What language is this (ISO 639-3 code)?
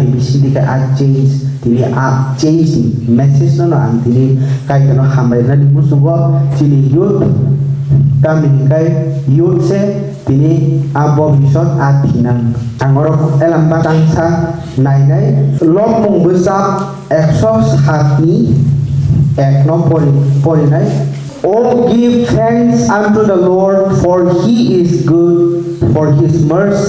trp